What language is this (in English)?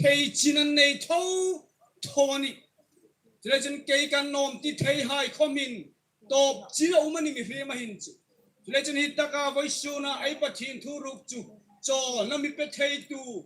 Hmar